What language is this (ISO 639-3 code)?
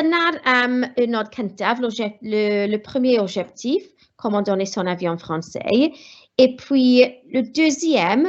cym